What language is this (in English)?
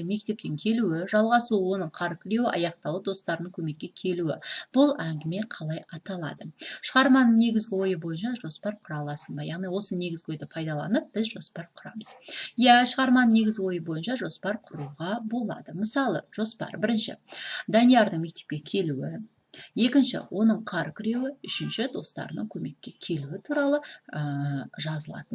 Kazakh